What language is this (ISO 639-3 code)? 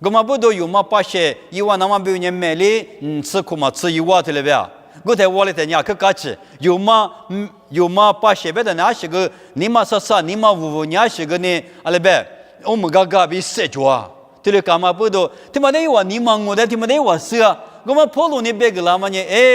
lis